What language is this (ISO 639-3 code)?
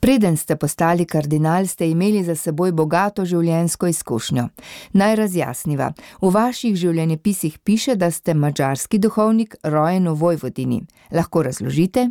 slv